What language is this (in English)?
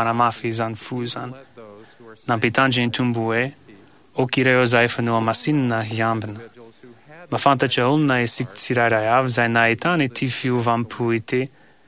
Malagasy